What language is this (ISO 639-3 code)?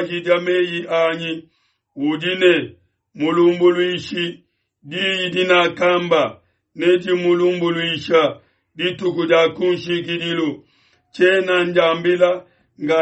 lua